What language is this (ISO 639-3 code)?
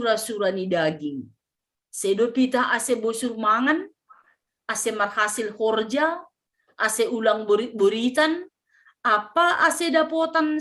bts